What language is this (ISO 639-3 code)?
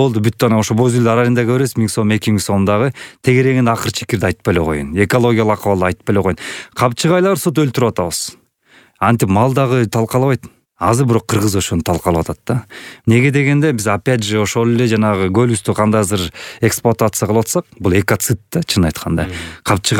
kir